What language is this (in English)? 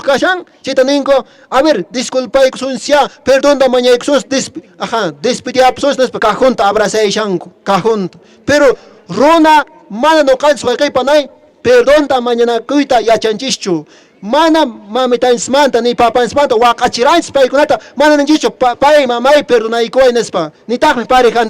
Quechua